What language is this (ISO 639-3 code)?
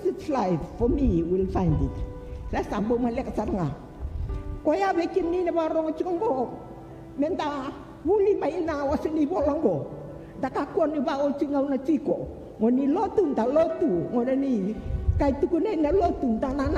fij